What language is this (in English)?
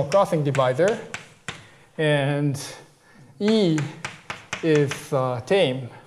English